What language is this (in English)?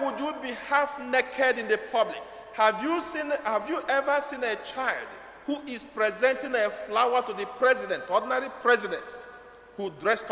Igbo